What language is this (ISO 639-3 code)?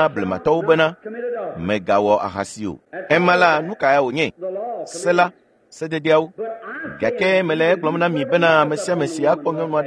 ewe